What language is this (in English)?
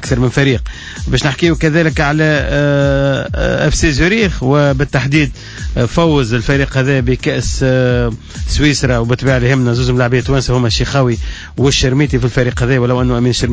Tunisian Arabic